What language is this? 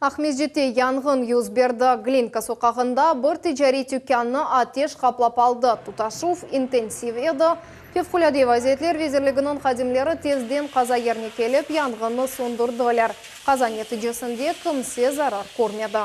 Crimean Tatar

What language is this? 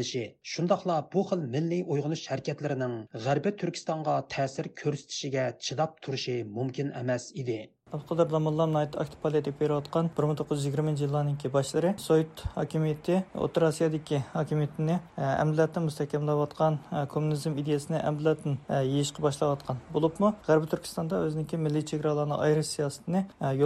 Uyghur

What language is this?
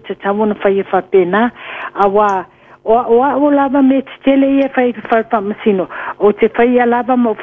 Samoan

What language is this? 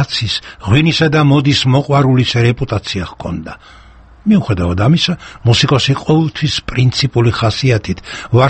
Georgian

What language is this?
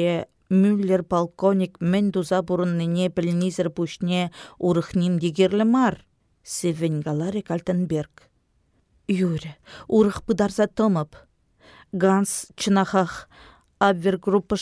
Chuvash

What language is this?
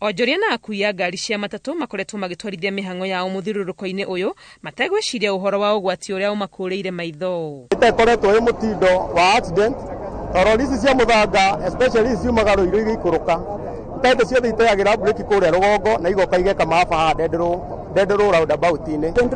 Kikuyu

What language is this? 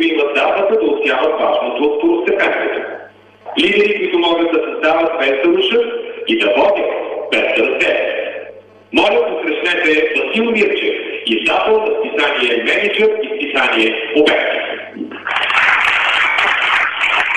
Bulgarian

